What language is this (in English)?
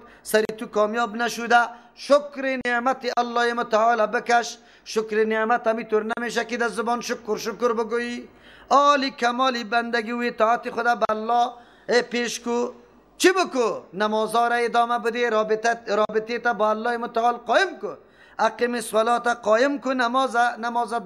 Persian